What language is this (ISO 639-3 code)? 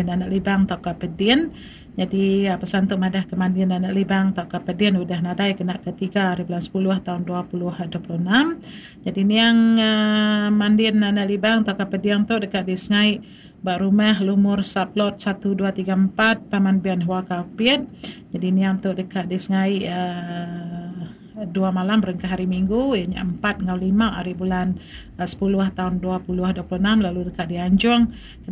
iba